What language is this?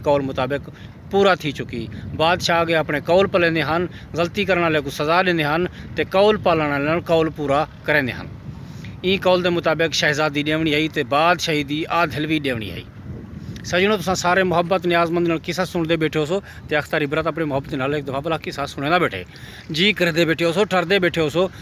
Saraiki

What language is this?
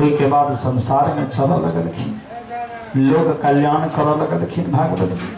Maithili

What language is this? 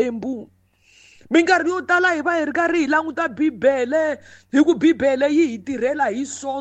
Tsonga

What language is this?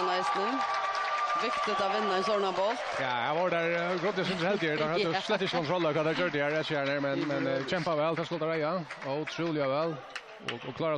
Faroese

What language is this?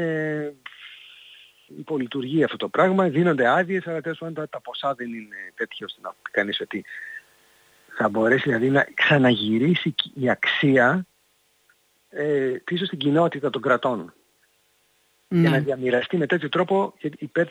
Greek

